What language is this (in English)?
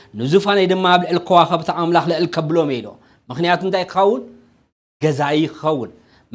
Tigrinya